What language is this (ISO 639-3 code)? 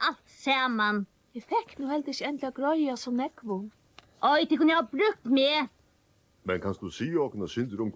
fao